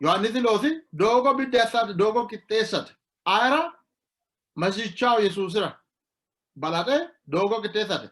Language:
Sidamo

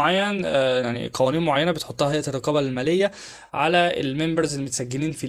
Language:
Egyptian Arabic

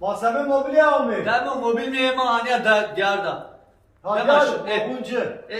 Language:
Zaza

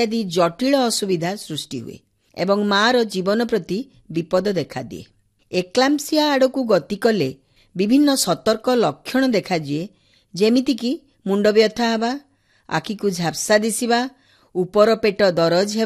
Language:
Odia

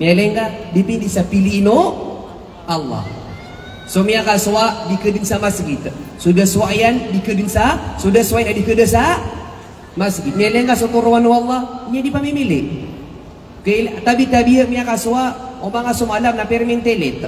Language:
Maranao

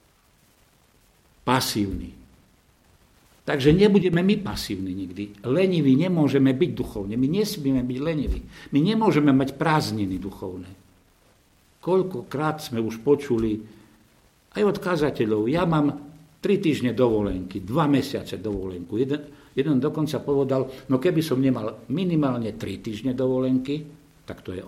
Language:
Slovak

